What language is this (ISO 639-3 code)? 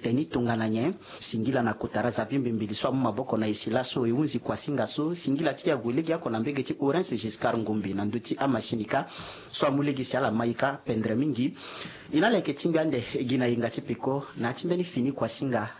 sag